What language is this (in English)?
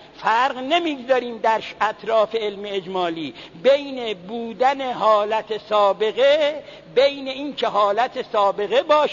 Persian